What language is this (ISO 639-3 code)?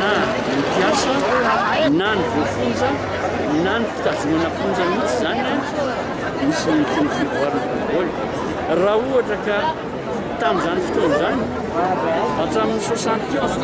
mlg